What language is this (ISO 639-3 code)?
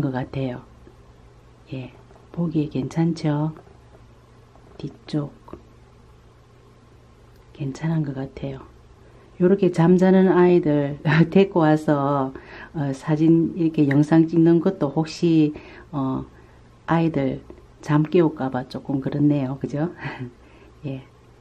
kor